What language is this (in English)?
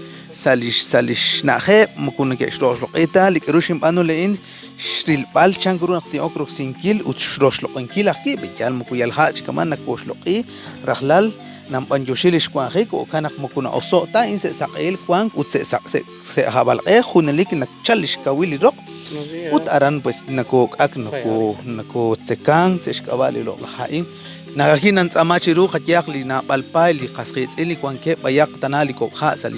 Kekchí